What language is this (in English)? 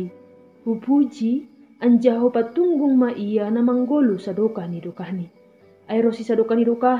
Batak Simalungun